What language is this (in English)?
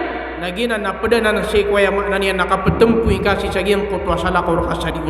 Maranao